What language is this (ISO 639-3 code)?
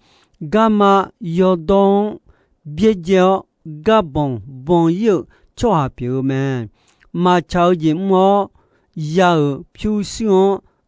ahk